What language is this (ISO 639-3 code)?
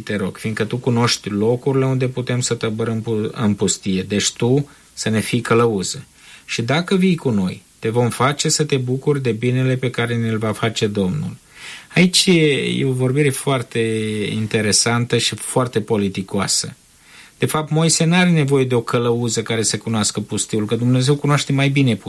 ron